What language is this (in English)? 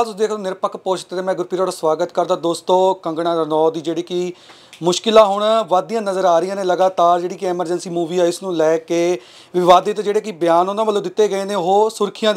Punjabi